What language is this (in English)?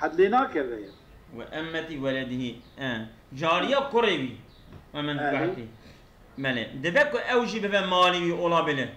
Kurdish